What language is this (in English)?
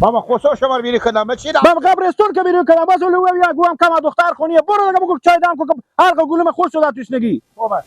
Persian